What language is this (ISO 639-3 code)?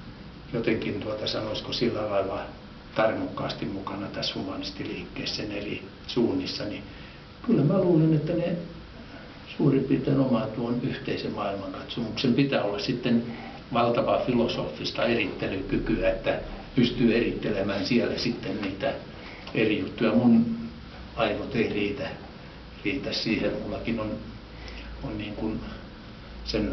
fin